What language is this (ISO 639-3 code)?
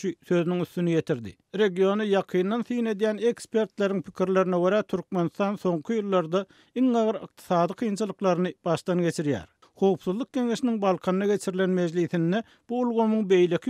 tuk